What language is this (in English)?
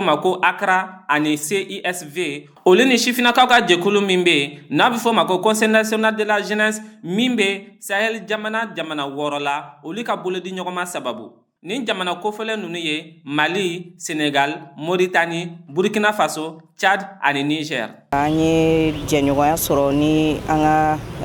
Bambara